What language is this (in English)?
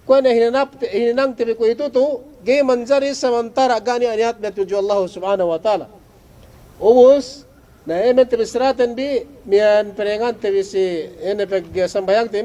Yakan